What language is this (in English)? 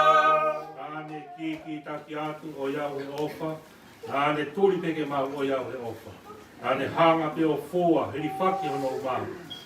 Tongan